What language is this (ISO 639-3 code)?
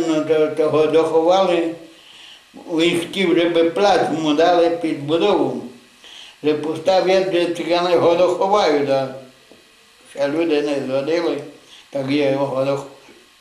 rue